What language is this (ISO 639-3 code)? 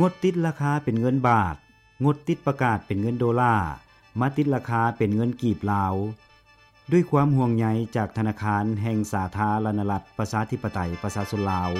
lao